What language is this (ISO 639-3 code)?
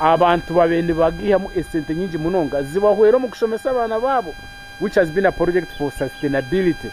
nyn